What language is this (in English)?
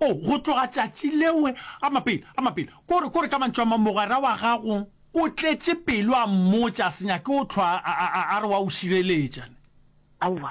Northern Sotho